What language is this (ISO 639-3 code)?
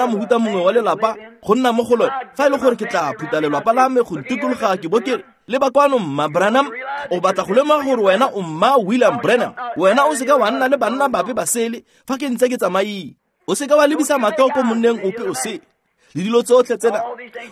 tsn